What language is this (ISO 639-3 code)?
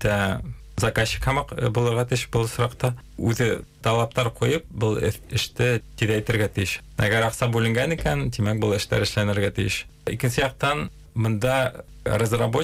bak